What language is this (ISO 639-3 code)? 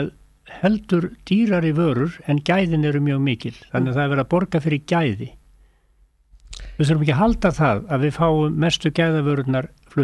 isl